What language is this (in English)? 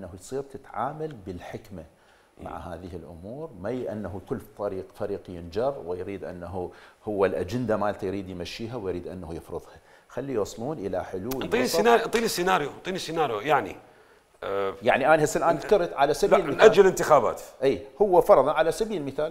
Mesopotamian Arabic